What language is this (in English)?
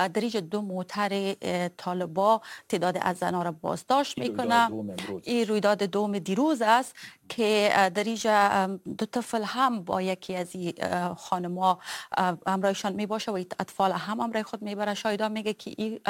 Persian